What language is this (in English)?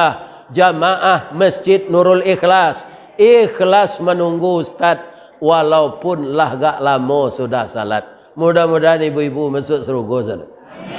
Minangkabau